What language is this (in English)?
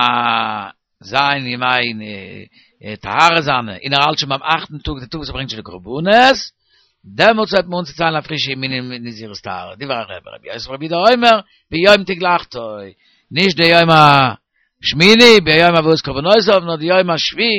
Yiddish